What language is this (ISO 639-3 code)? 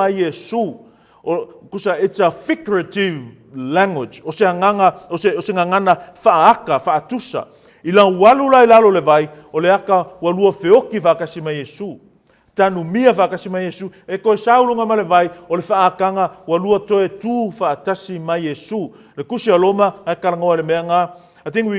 smo